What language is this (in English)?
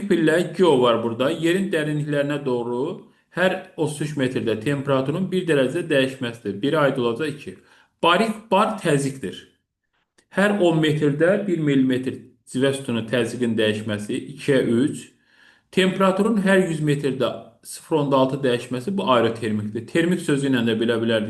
Azerbaijani